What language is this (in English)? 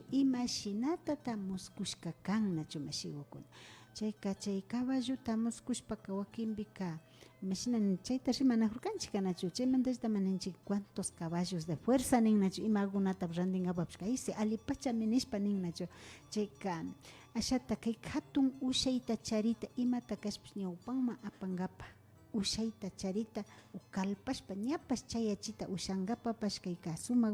Imbabura Highland Quichua